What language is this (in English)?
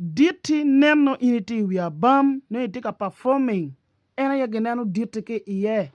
Acoli